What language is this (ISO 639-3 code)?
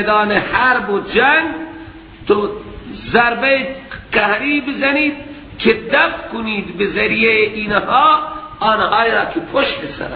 fas